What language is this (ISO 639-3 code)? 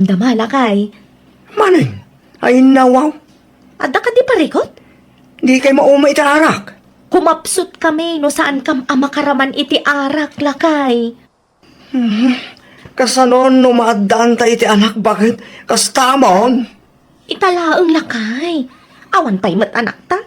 ilo